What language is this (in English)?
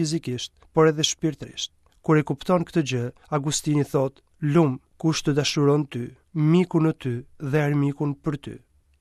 Albanian